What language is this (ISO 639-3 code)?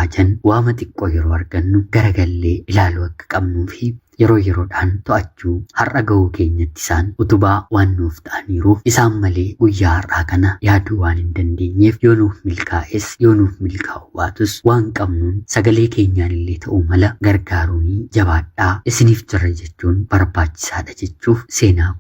orm